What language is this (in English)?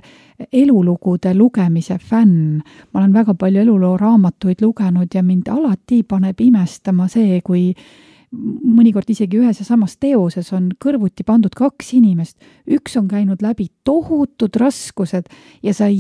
Estonian